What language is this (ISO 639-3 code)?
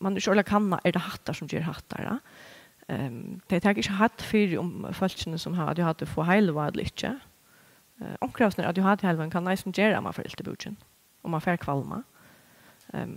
fao